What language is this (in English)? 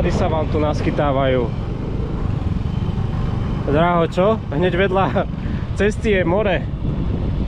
Slovak